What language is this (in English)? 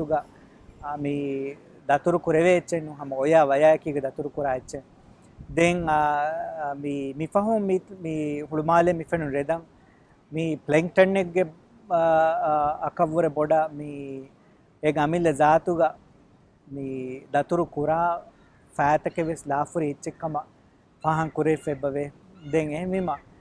Divehi